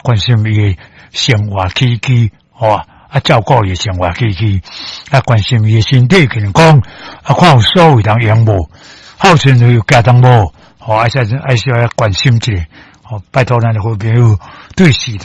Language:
Min Nan Chinese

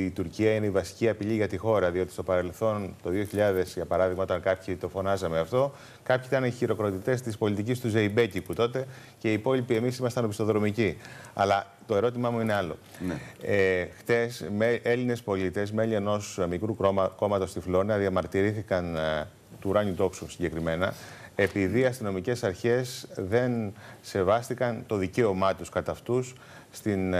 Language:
Greek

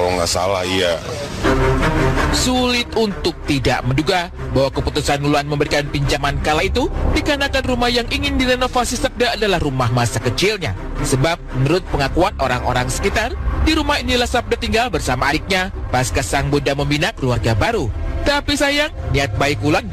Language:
Indonesian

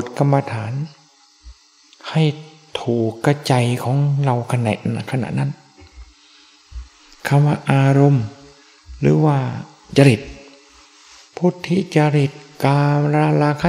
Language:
Thai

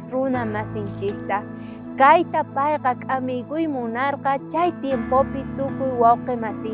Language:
South Bolivian Quechua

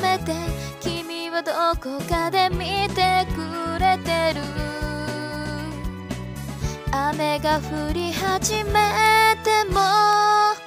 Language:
Japanese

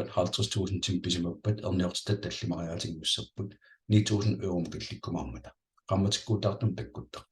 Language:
Kalaallisut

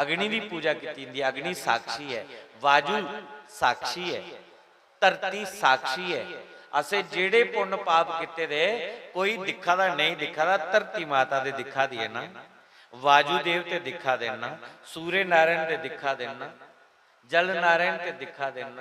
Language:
Dogri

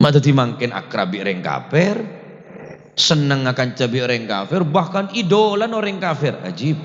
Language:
Madurese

